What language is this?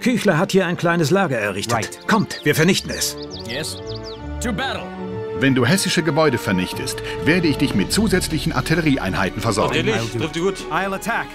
Bavarian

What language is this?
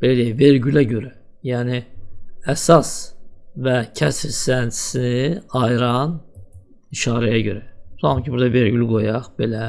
Azerbaijani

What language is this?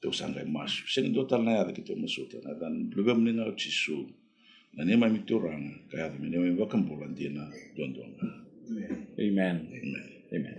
Fijian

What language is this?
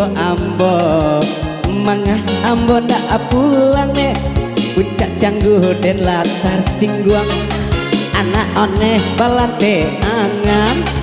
Minangkabau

